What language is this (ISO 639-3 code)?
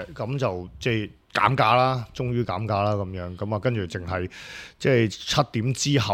yue